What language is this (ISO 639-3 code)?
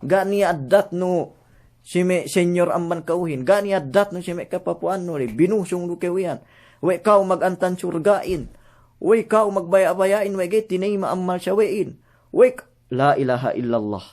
yka